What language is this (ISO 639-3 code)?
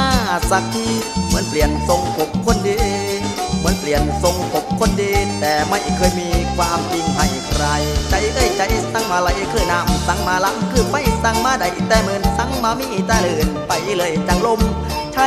tha